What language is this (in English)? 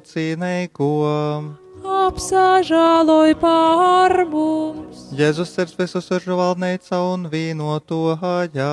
Latgalian